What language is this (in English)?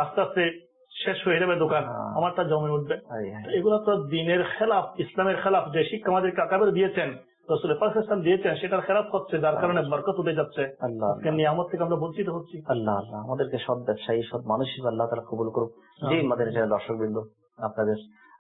Bangla